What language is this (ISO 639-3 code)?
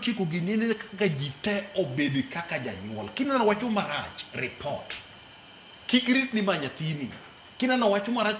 luo